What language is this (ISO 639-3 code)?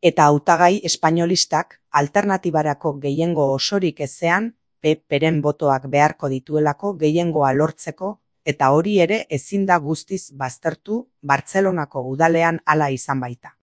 eus